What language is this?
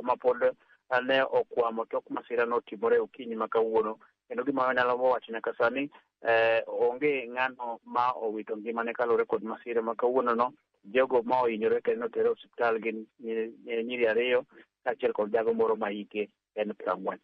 Luo (Kenya and Tanzania)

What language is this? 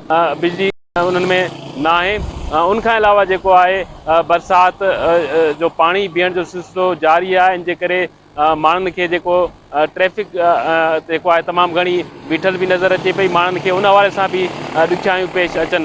Sindhi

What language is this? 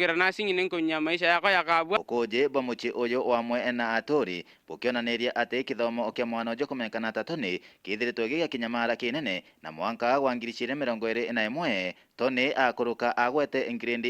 Meru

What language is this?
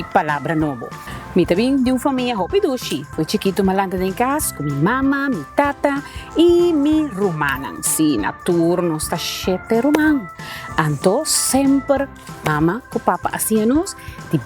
Papiamento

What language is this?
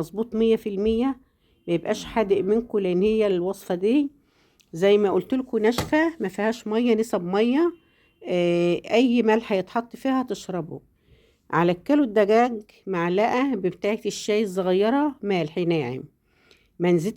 Egyptian Arabic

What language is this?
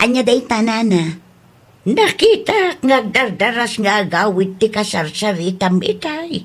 Iloko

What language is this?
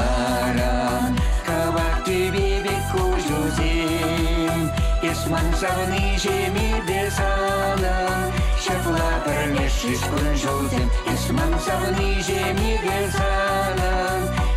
Chuvash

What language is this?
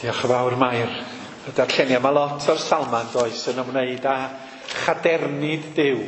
Welsh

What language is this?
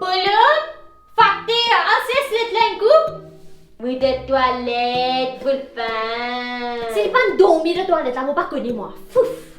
Morisyen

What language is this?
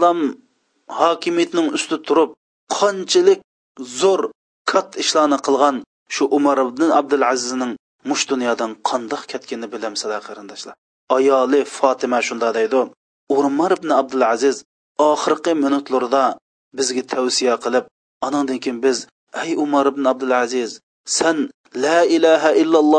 Uyghur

